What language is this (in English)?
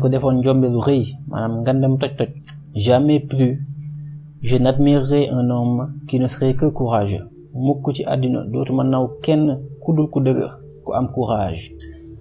Wolof